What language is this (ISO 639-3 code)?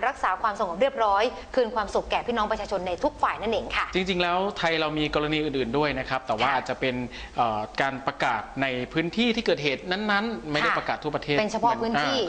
tha